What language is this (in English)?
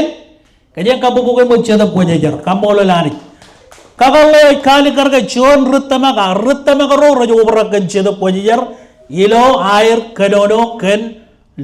Marshallese